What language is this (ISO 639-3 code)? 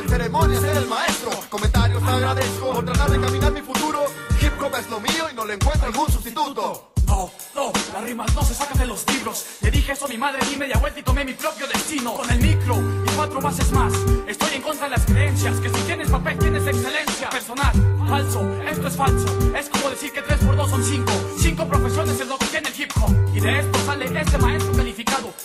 spa